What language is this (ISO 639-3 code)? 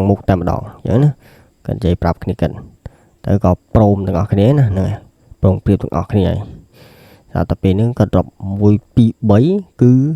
khm